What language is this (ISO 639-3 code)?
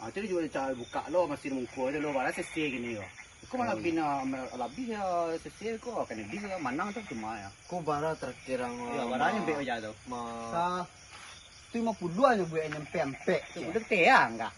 min